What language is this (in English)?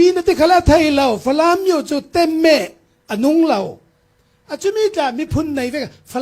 Hakha Chin